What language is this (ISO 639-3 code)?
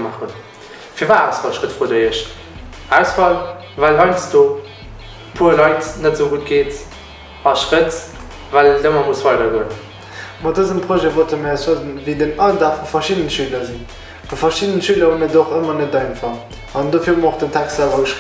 ltz